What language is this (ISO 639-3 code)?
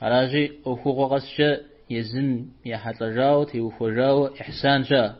kbd